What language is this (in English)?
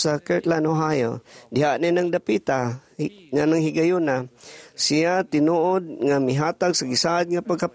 Cebuano